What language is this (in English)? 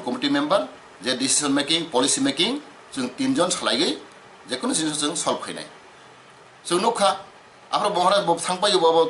Riang (India)